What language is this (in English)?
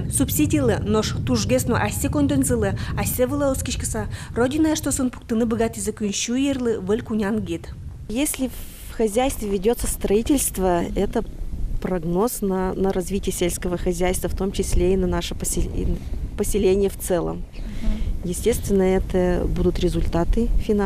Udmurt